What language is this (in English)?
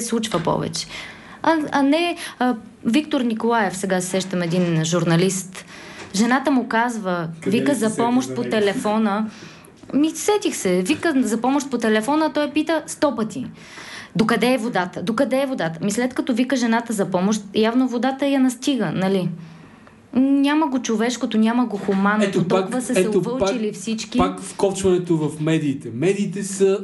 Bulgarian